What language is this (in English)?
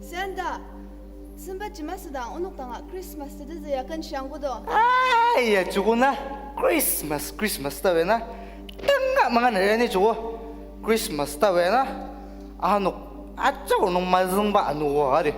Ao Naga